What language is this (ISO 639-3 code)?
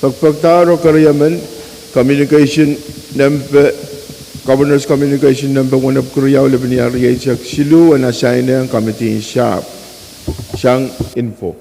pon